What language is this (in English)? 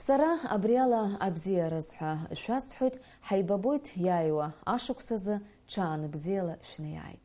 Abkhazian